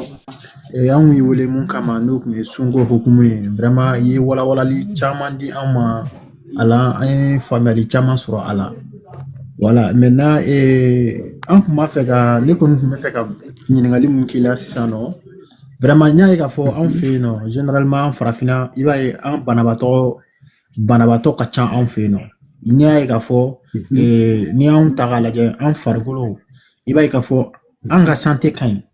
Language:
Bambara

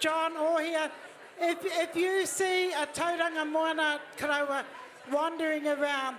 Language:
Māori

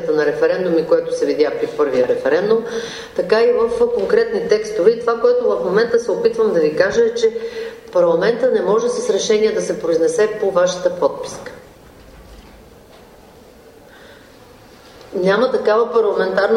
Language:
Bulgarian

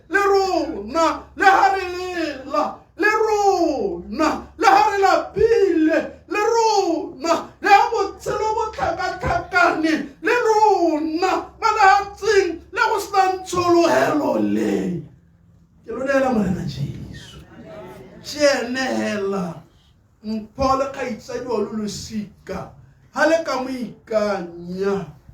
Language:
Tswana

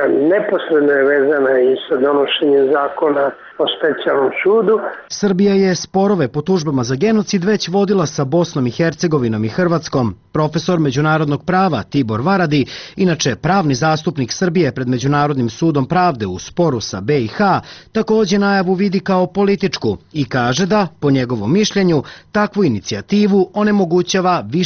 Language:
Serbian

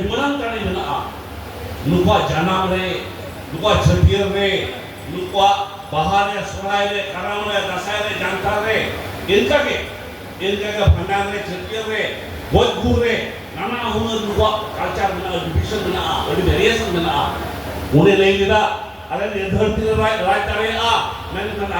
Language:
Santali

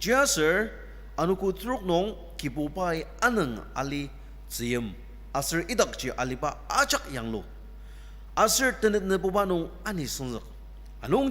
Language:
Ao Naga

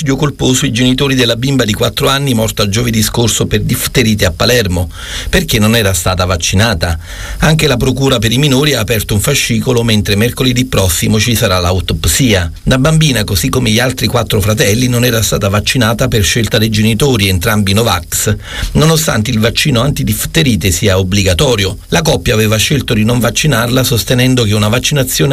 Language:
Italian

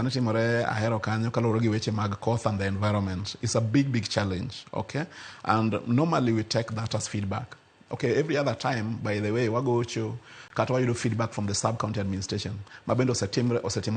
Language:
Luo (Kenya and Tanzania)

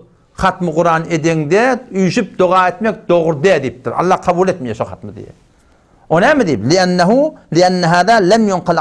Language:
Turkmen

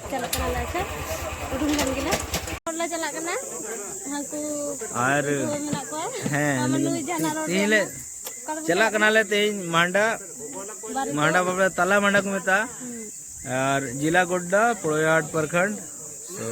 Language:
Santali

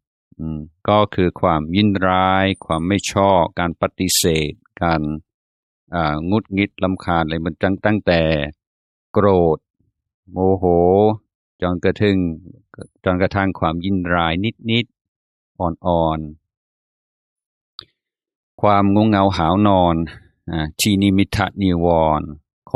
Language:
Thai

